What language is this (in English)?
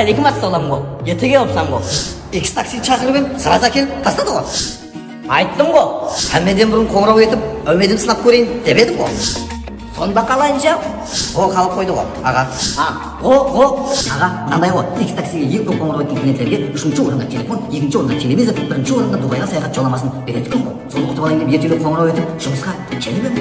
Kara-Kalpak